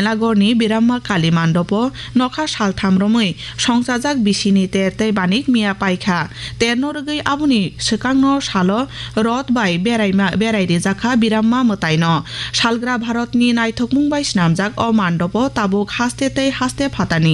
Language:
Kok Borok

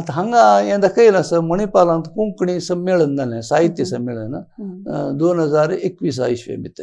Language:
Konkani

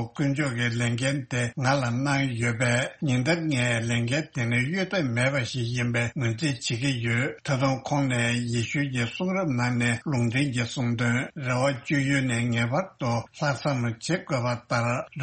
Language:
Tibetan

